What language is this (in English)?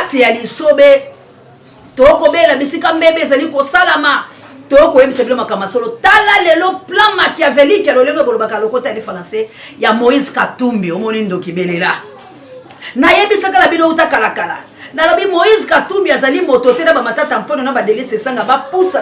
Lingala